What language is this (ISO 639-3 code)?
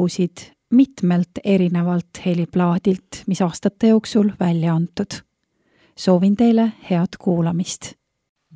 est